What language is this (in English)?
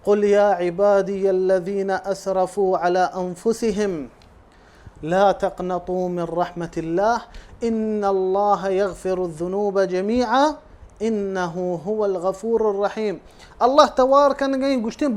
Baluchi